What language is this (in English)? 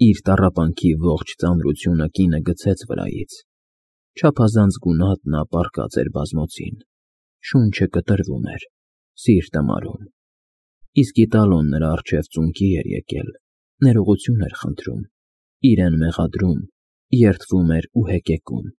Armenian